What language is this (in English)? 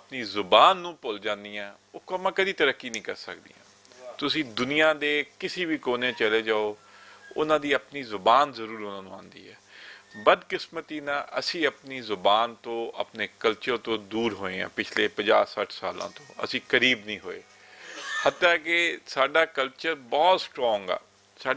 Western Panjabi